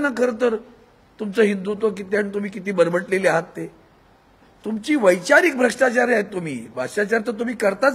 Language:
Marathi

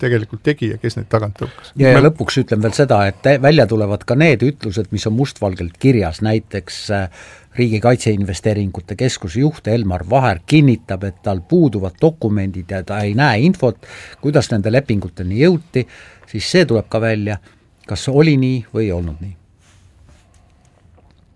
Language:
Estonian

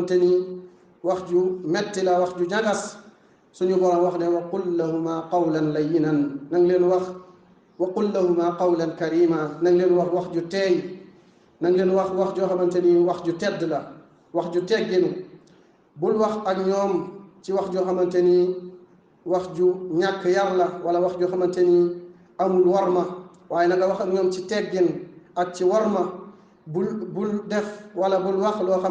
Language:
Wolof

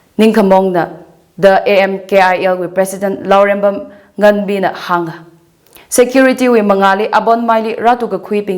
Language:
Tangkhul Naga (India)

